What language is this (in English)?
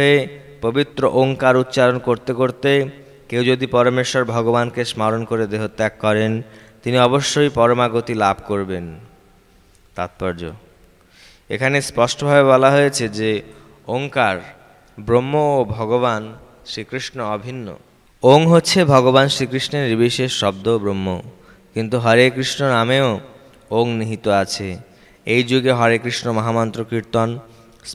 Bangla